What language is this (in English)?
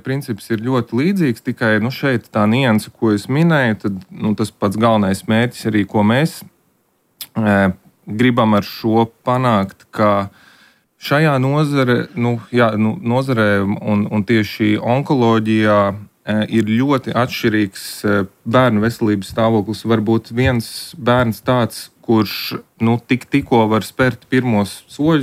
Latvian